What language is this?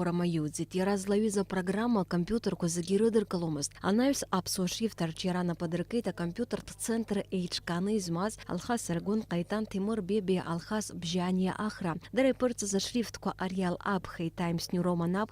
Abkhazian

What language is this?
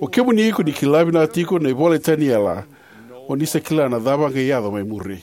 Fijian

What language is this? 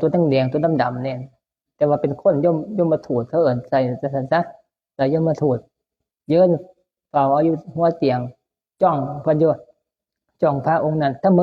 Northeastern Thai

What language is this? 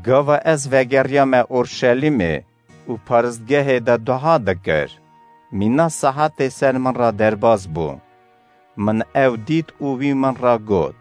Kurdish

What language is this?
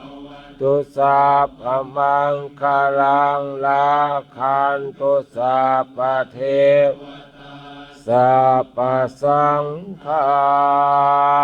Pali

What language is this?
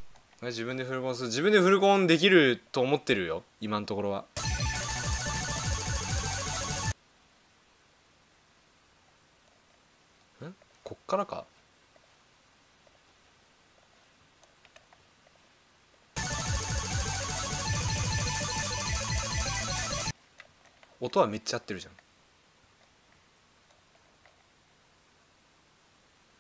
Japanese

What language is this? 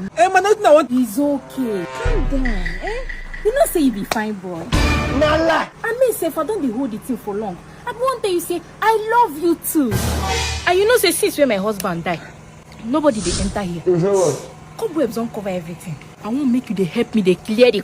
Nigerian Pidgin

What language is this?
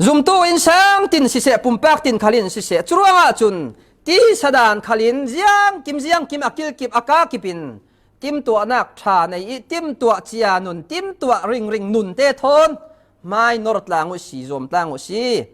Falam Chin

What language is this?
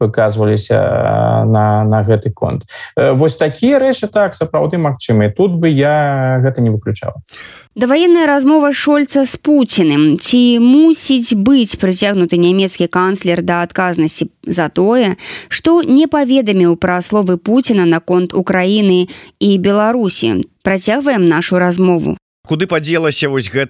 Belarusian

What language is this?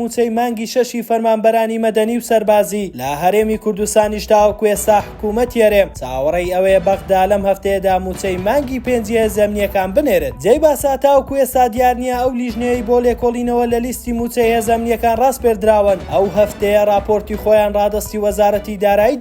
Central Kurdish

